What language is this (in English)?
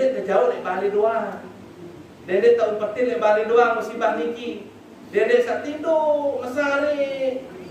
Sasak